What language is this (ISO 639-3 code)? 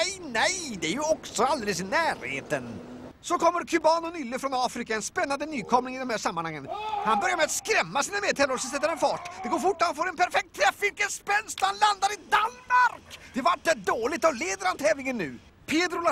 swe